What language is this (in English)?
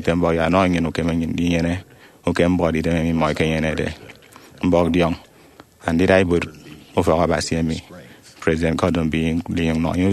Efik